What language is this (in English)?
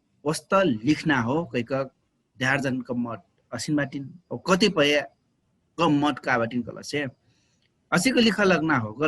Dangaura Tharu